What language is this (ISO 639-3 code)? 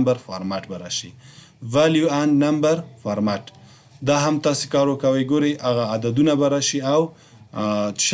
pus